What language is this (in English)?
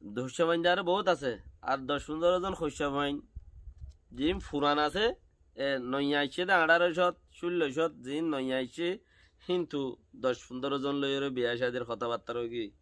Rohingya